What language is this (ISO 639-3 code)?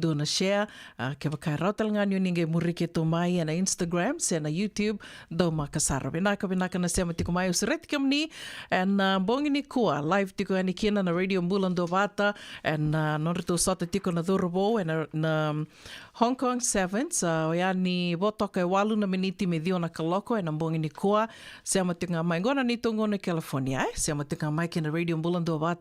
fij